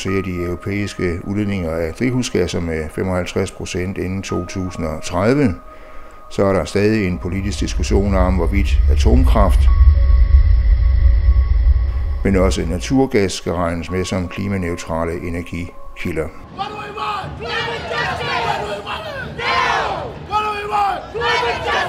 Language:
Danish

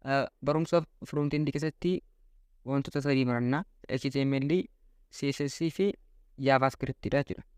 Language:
Oromo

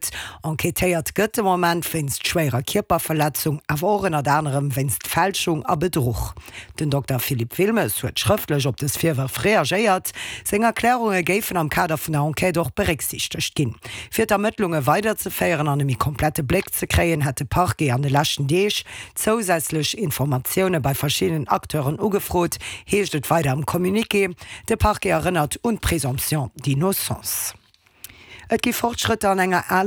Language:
Luxembourgish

